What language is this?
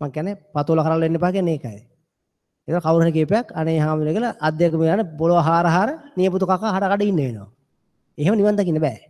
Sinhala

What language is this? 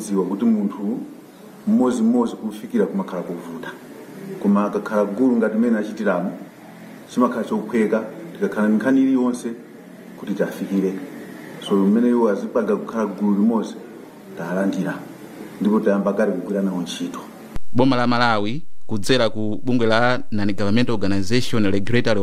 Nyanja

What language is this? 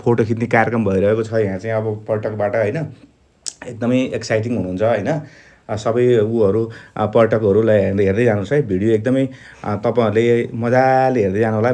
Nepali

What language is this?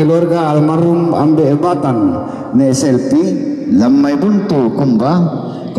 Toraja-Sa'dan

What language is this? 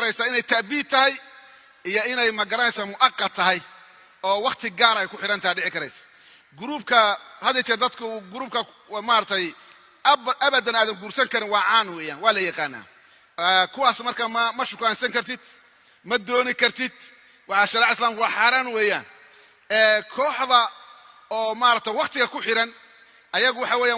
Somali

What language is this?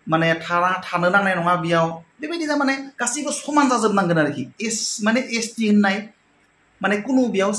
Bodo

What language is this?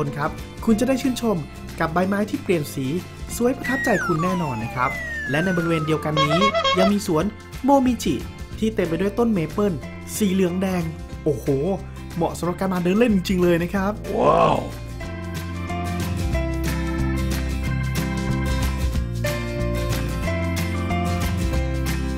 Thai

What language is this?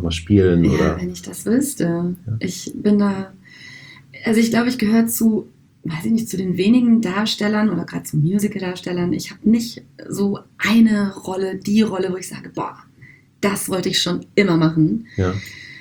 German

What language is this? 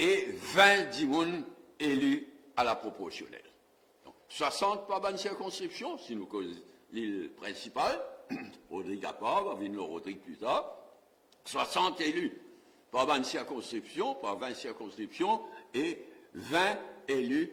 Morisyen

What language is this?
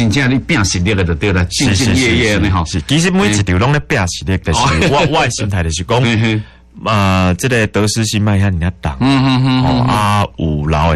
Min Nan Chinese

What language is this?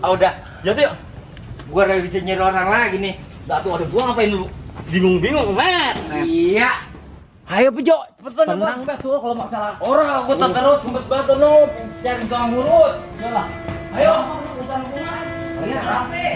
Betawi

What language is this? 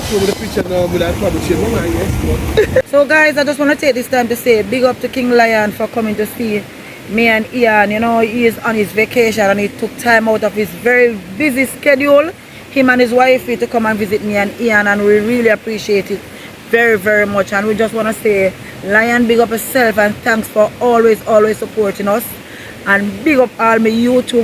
Jamaican Creole English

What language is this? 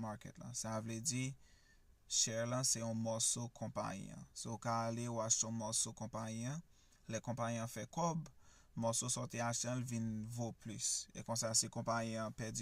Haitian Creole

